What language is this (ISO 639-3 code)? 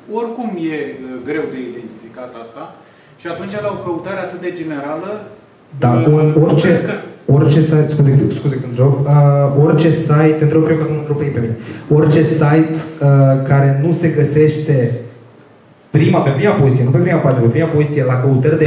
ron